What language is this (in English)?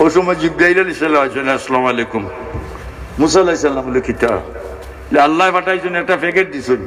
Sylheti